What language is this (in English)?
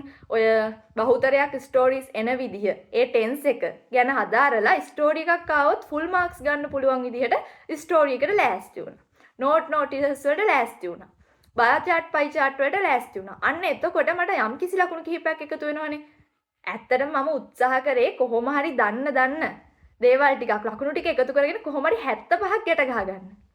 Sinhala